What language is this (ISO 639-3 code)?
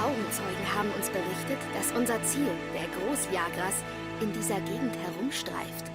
gsw